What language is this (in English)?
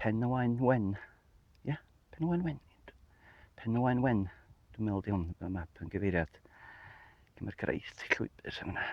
Welsh